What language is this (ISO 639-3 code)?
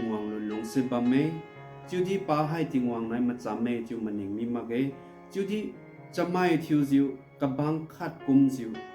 njn